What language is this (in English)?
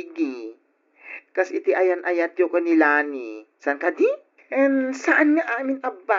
Iloko